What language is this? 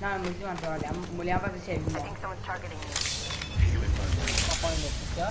Morisyen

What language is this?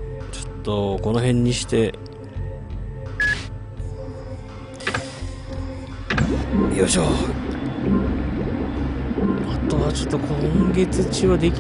Japanese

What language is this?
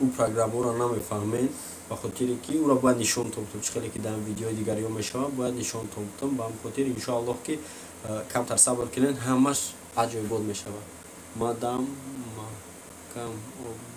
Tajik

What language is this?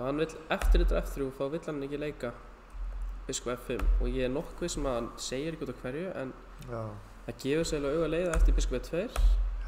Icelandic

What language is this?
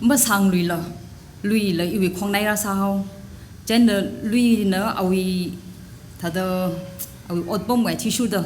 Tangkhul Naga (India)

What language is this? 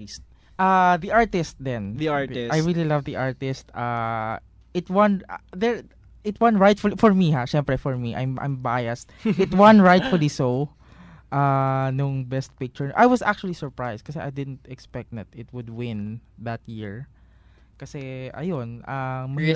Filipino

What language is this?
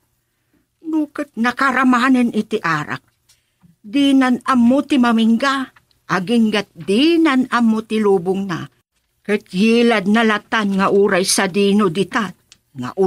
Iloko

